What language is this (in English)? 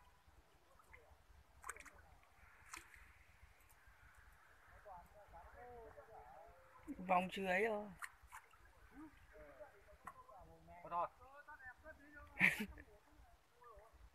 Vietnamese